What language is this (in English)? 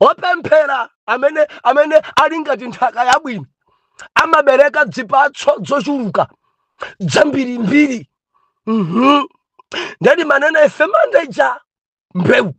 Nyanja